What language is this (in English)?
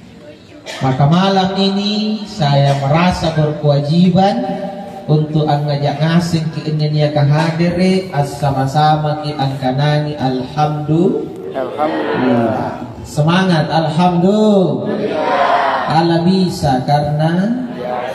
Makasar